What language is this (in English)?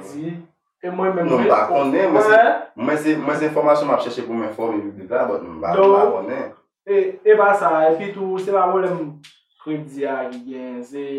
Haitian Creole